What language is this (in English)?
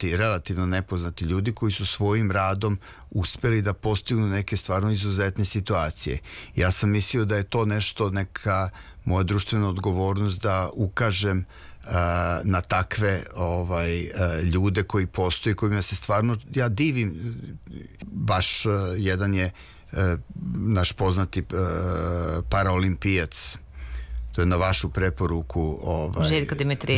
Serbian